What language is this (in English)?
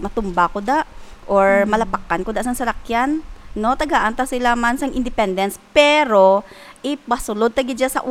Hiligaynon